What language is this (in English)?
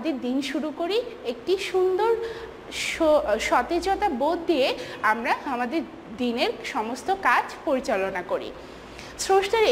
Bangla